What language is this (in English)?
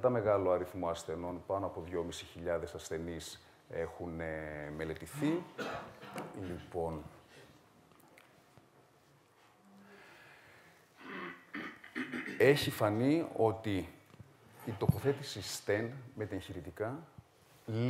Greek